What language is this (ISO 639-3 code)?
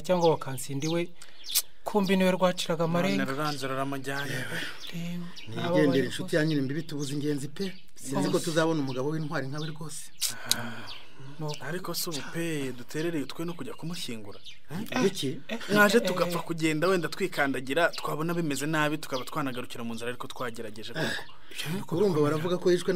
kin